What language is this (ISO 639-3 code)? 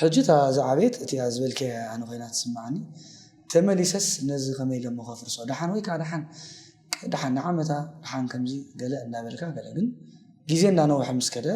tir